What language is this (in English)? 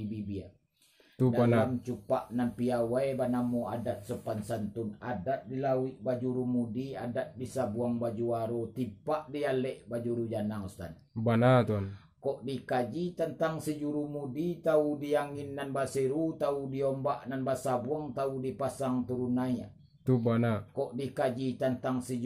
Minangkabau